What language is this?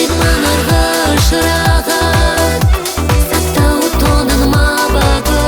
Ossetic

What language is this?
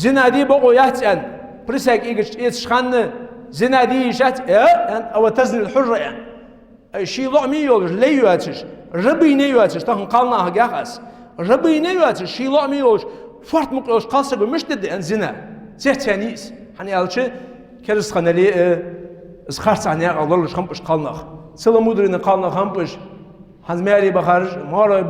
Ingush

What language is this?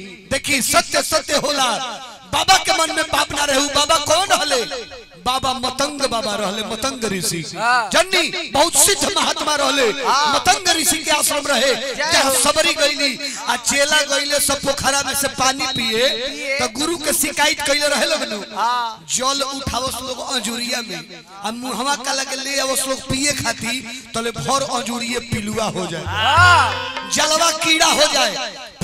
Bhojpuri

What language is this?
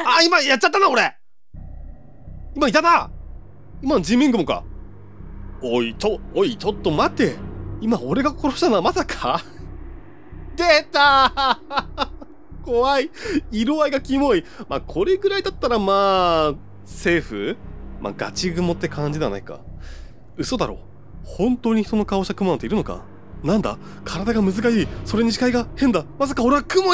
Japanese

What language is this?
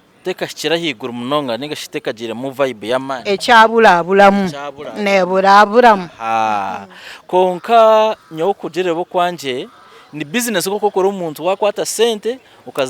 Nyankole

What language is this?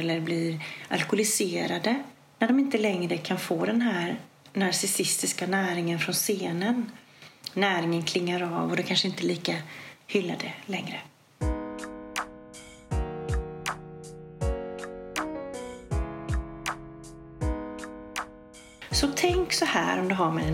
Swedish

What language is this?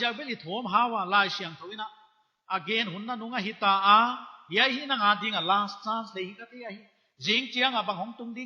Paite Chin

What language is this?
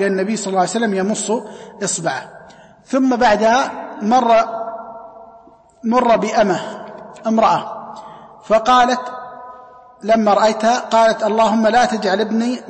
Arabic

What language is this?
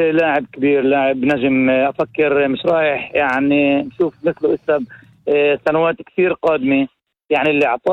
North Levantine Arabic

